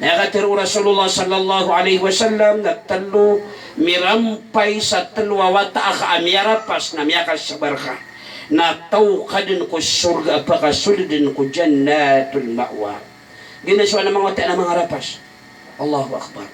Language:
Maranao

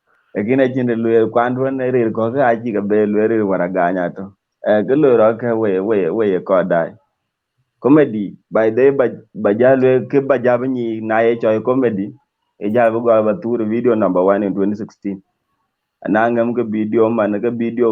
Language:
Dinka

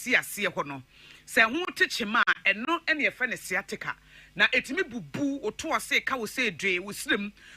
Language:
Akan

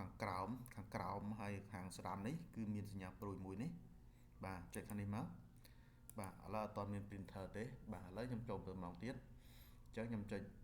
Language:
Khmer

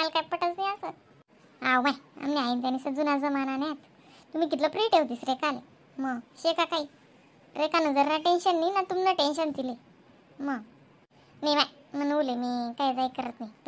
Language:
Khandesi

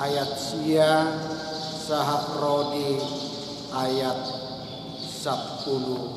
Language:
Batak Toba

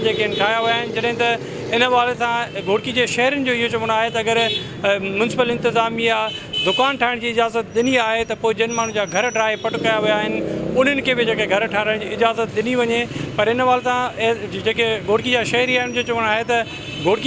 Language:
Sindhi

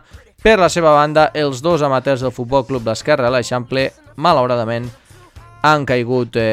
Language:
Catalan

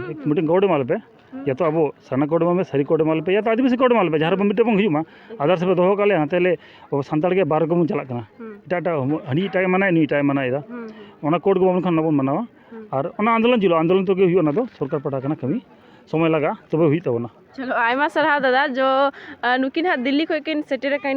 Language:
Santali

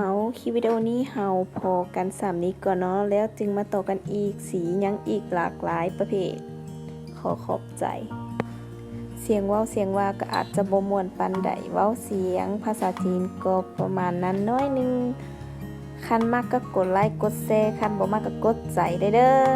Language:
Lao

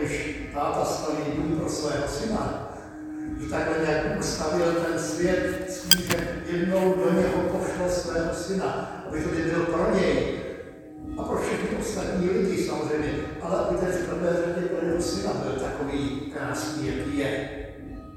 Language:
Czech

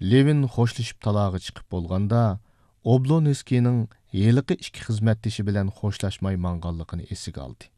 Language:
Uyghur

